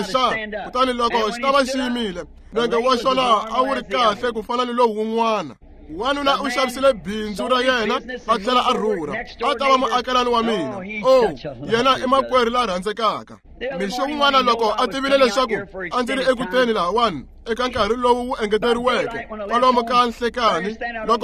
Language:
Tsonga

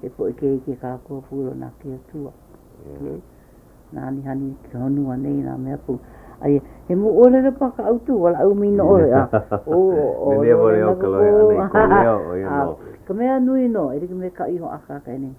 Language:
Hawaiian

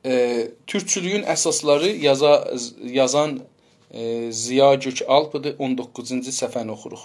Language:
South Azerbaijani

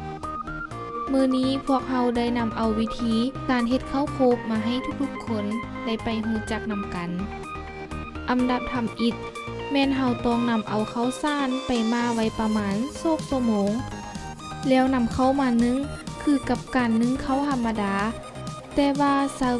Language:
Lao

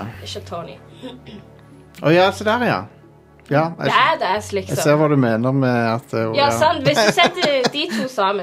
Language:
Norwegian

